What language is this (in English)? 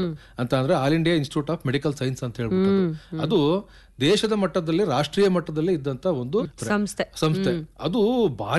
Kannada